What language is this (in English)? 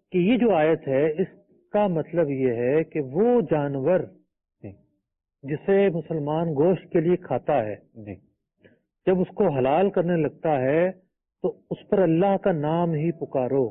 Urdu